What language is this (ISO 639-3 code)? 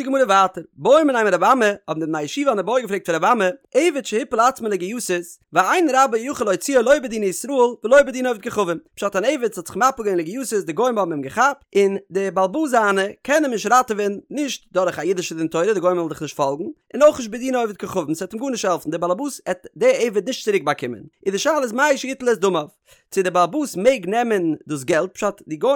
yid